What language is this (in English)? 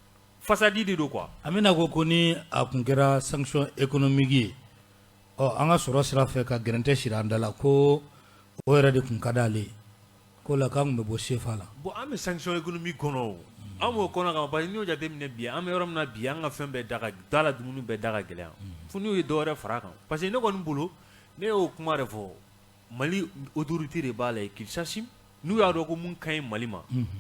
Bambara